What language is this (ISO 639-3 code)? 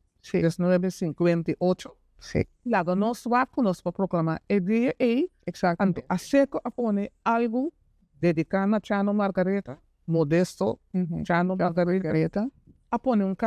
pap